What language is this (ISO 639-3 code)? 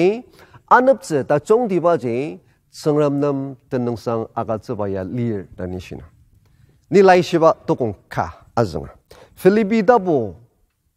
njo